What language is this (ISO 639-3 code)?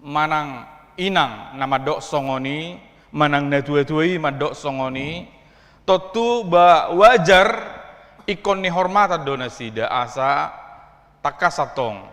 bbc